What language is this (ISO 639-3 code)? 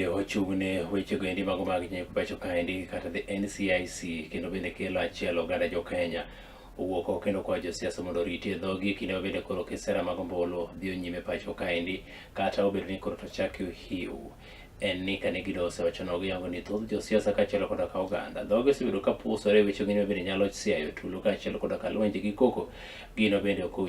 luo